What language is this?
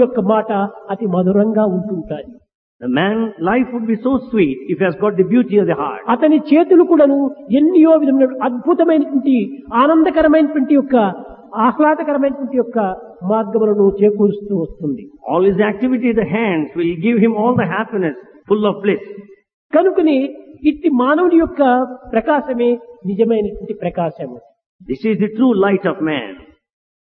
Telugu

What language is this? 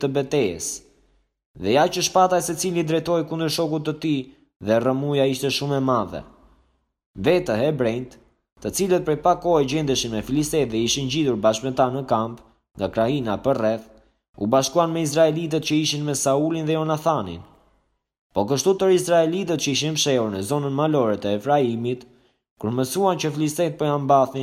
Albanian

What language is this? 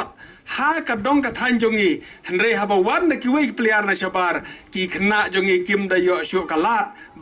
Khasi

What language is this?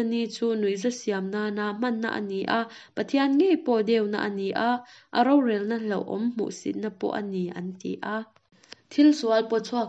Mizo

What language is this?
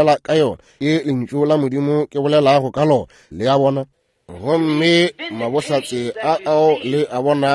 Northern Sotho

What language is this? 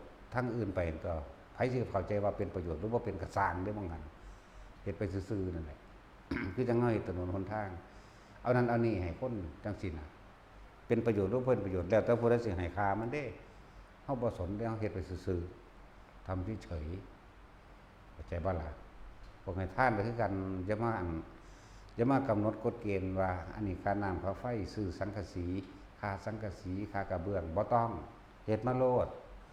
Northeastern Thai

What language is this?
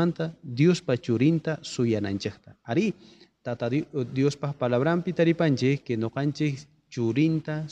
South Bolivian Quechua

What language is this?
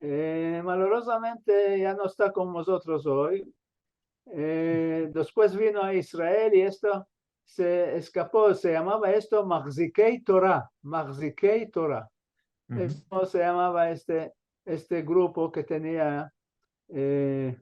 Ladino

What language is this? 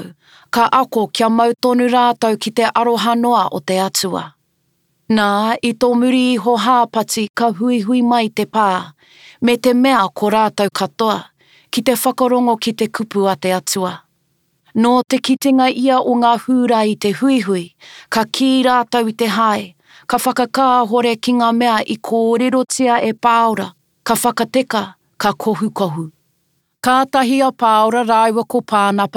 Māori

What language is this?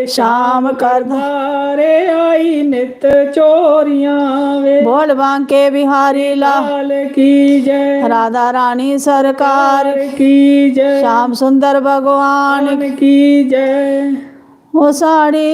Dogri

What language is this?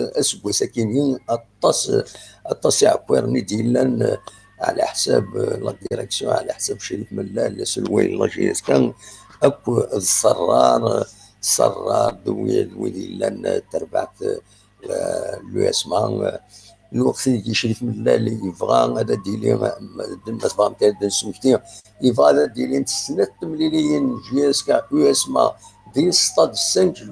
Kabyle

